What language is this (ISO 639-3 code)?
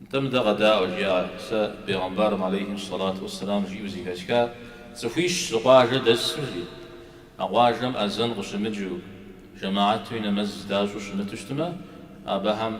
kbd